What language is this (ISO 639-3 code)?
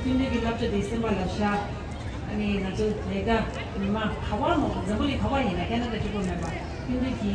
bod